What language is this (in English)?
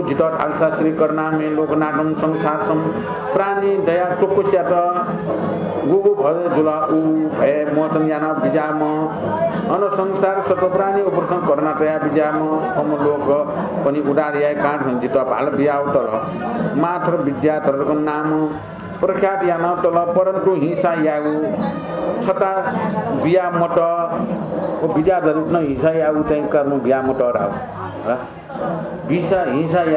Newari